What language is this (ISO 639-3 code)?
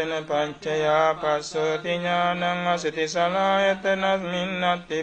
pli